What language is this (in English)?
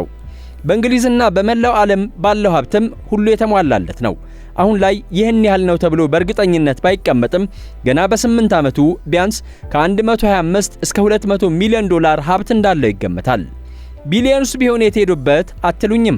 Amharic